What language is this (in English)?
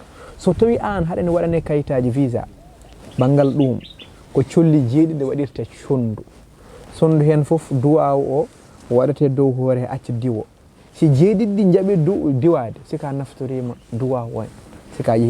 Fula